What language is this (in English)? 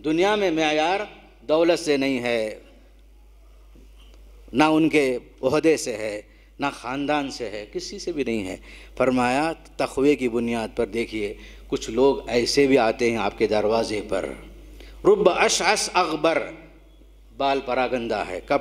Urdu